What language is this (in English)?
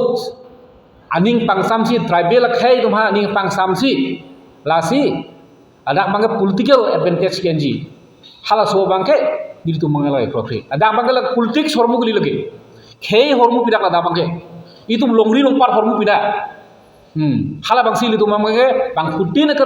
Karbi